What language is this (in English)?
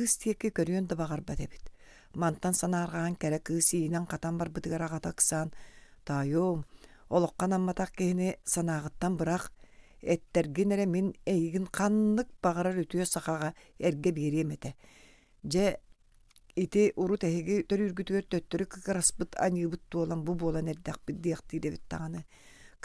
Yakut